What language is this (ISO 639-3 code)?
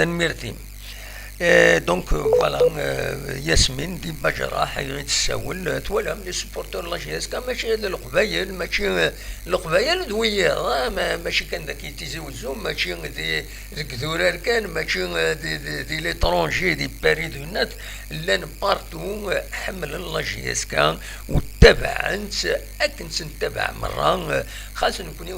kab